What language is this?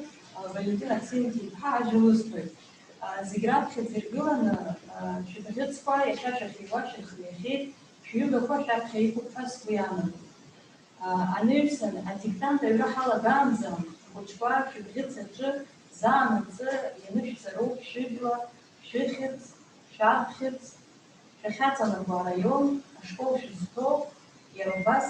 Abkhazian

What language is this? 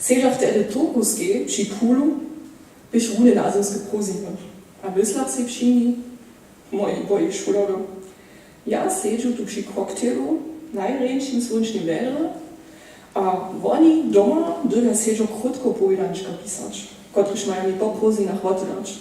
Upper Sorbian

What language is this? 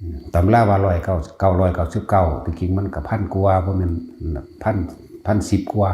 Northeastern Thai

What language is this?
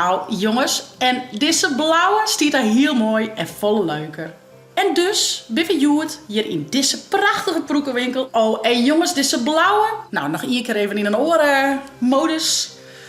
Western Frisian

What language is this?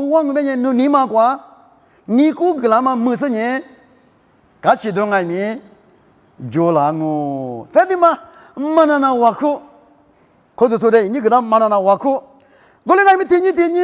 Lisu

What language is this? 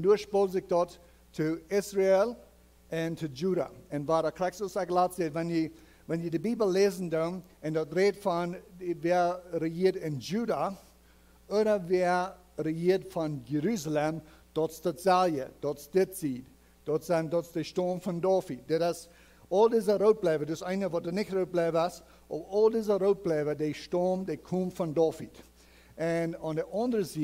Plautdietsch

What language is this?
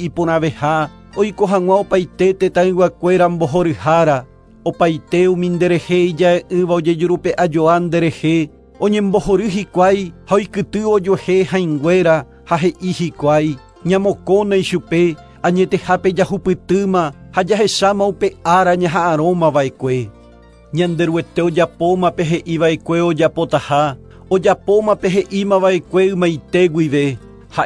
Guarani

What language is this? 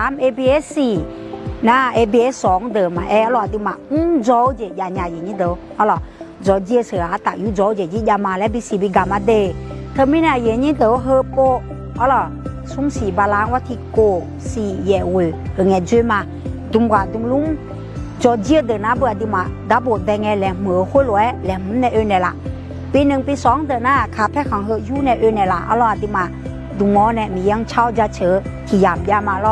Akha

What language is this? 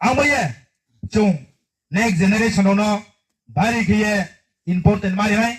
Riang (India)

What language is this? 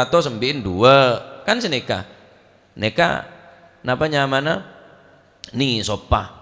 Madurese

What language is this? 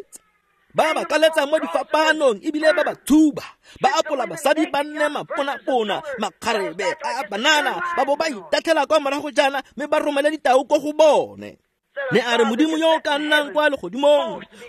Tswana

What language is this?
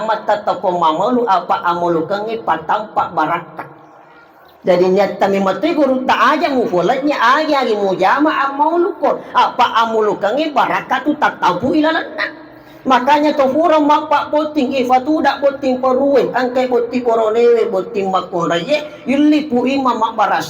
Buginese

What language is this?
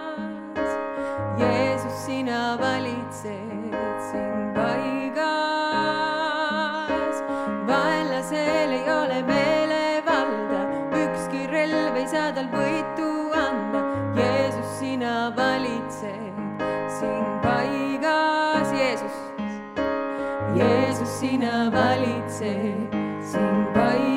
Estonian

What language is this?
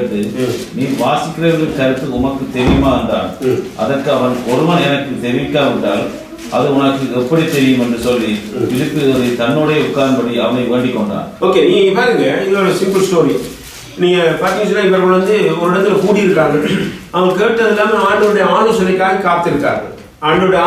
Tamil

